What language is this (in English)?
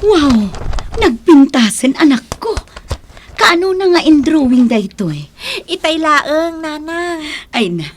Iloko